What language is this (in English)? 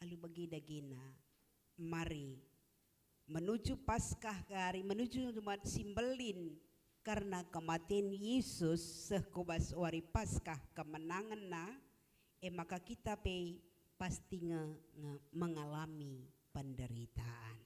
Batak Karo